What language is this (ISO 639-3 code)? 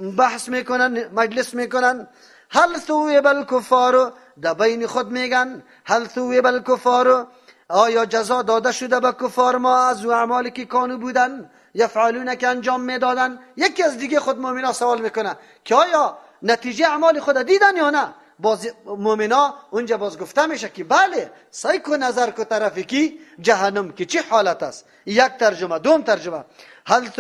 fas